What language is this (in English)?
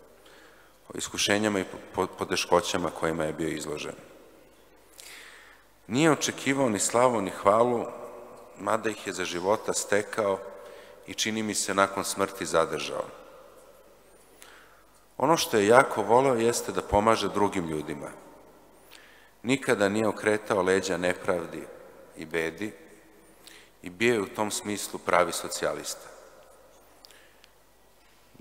Serbian